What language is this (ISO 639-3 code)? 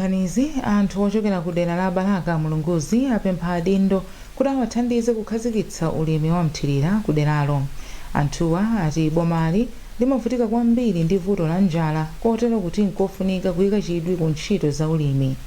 nya